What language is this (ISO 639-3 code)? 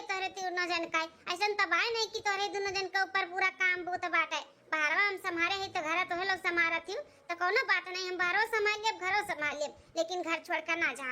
awa